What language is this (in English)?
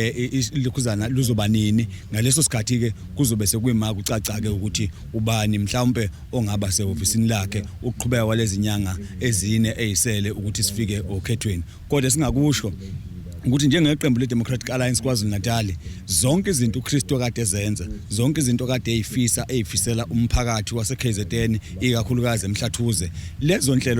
Zulu